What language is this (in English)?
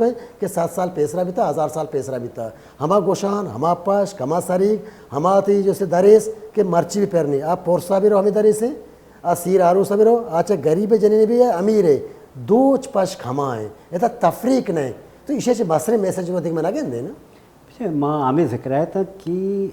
Baluchi